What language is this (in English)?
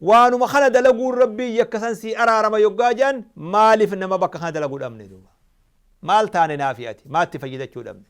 Oromo